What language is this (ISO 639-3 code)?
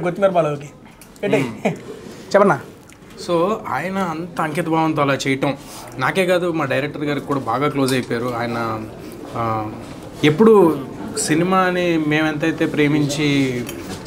tel